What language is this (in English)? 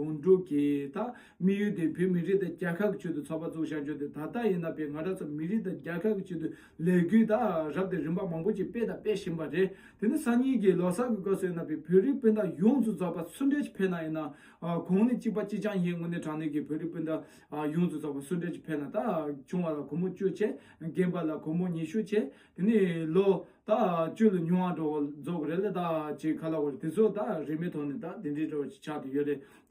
Tibetan